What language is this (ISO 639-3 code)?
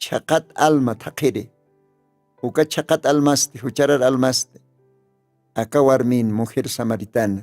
aym